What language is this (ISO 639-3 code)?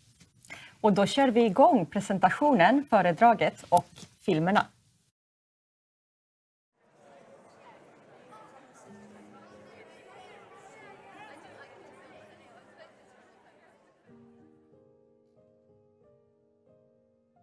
swe